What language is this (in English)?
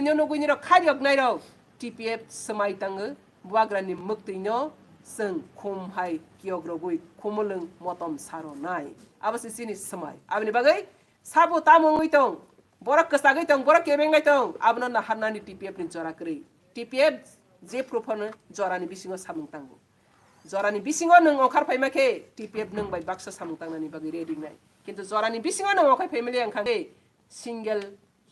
Kok Borok